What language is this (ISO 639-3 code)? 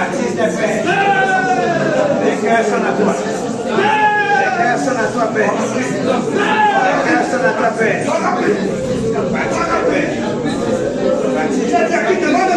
fra